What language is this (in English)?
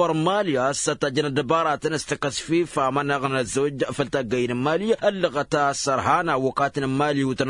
Tamasheq